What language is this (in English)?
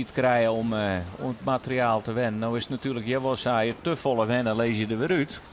Western Frisian